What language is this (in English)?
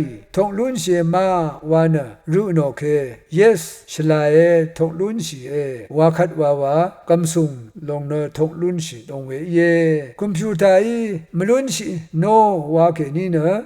Rawang